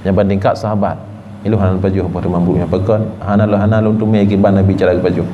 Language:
Achinese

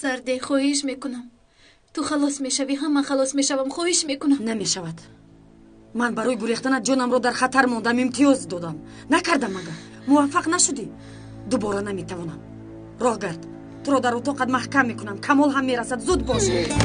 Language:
Tajik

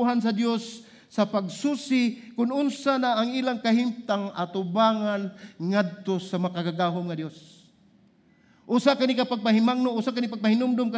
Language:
Cebuano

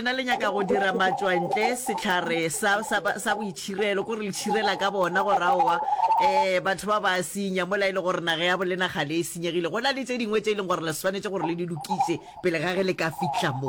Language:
Northern Sotho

